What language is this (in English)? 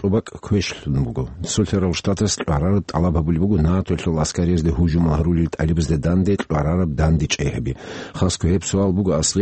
Avaric